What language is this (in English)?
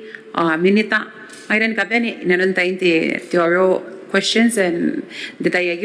Gilbertese